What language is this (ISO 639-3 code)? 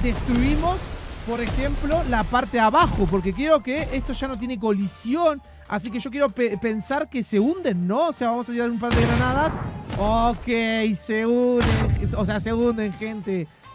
spa